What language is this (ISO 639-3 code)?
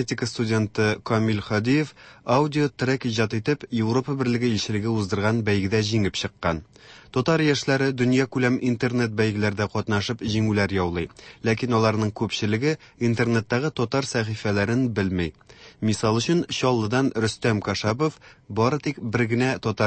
tat